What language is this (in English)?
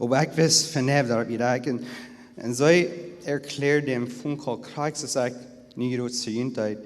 Plautdietsch